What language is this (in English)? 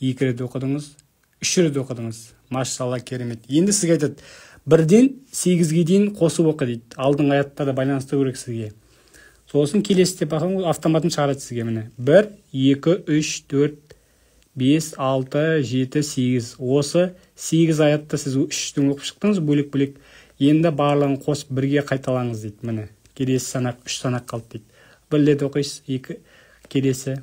Kazakh